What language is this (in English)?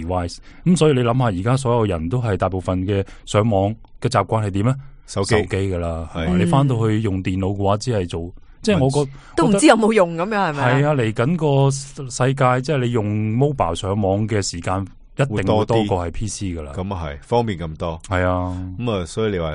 Cantonese